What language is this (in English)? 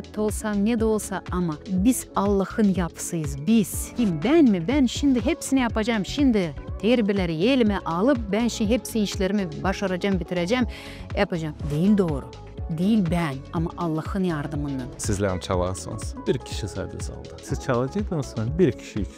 Gagauz